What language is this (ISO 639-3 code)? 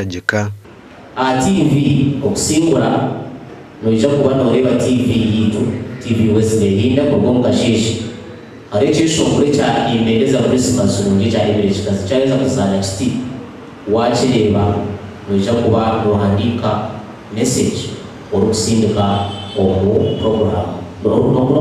nyn